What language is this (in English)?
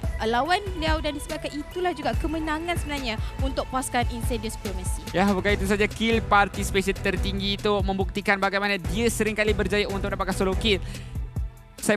Malay